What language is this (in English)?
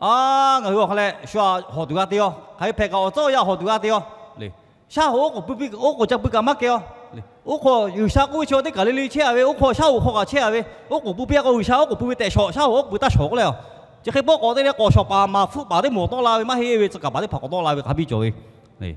Lahu